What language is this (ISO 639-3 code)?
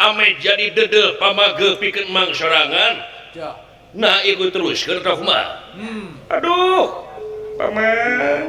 sun